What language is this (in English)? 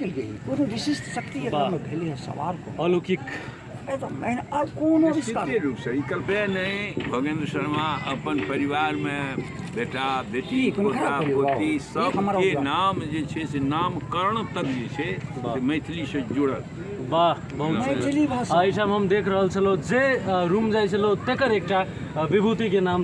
Maithili